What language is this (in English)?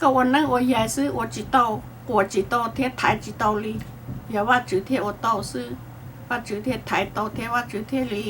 Hmong